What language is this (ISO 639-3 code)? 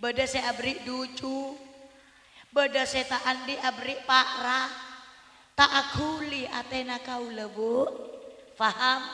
mad